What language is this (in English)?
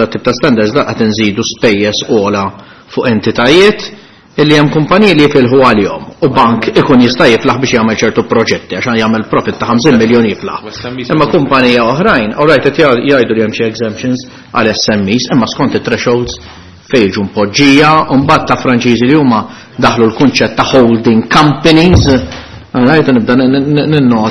Maltese